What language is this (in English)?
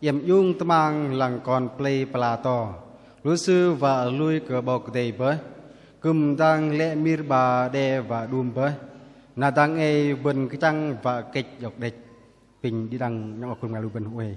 Bahnar